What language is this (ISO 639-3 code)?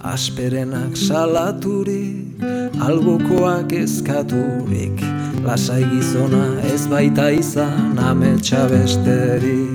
eus